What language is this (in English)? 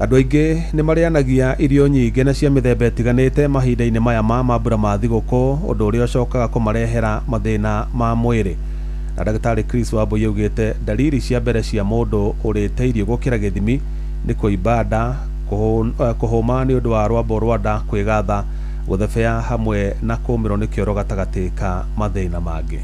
Kikuyu